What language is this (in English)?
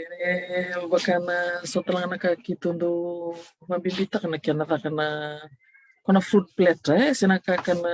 Fijian